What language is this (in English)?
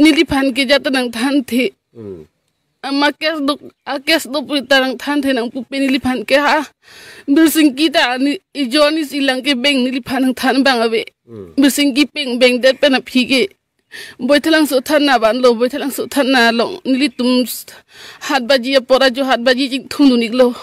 Karbi